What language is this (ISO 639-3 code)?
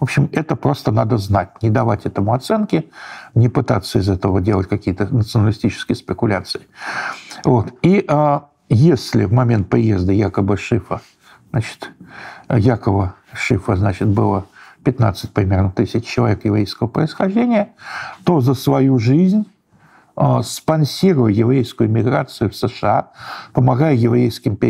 rus